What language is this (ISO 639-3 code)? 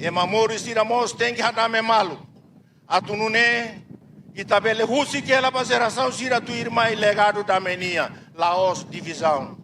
tet